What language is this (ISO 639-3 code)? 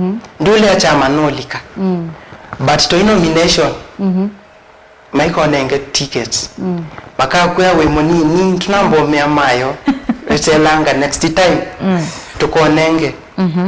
kam